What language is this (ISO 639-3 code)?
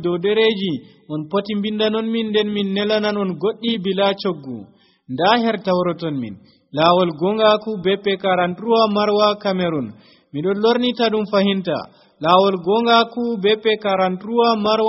fuv